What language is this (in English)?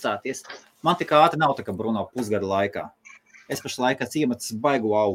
Latvian